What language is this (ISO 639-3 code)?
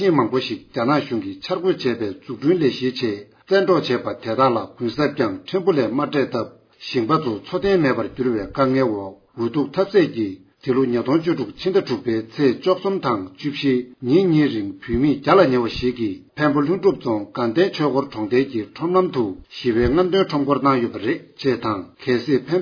bod